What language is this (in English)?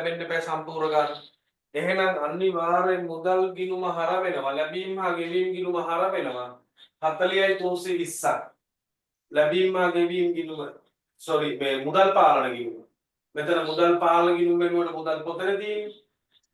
Sinhala